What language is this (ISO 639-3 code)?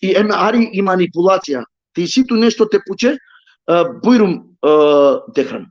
rmn